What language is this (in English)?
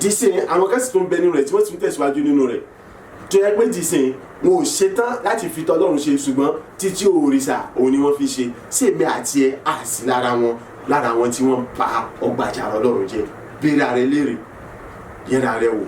Yoruba